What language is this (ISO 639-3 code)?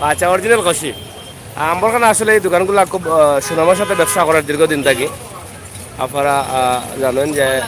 syl